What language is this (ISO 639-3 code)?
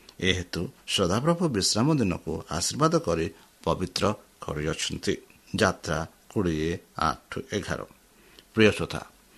ori